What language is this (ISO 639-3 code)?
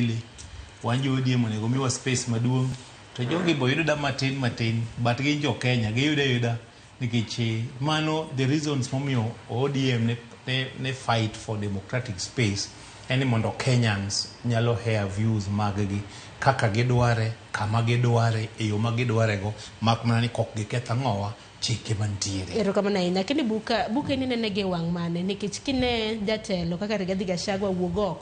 luo